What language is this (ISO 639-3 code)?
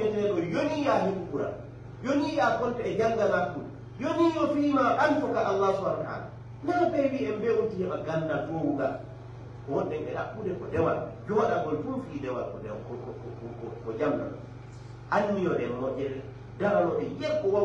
ful